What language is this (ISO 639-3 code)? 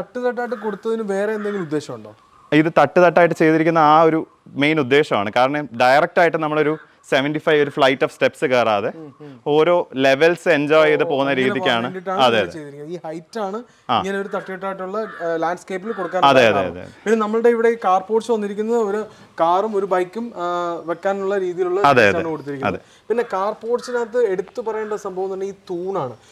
mal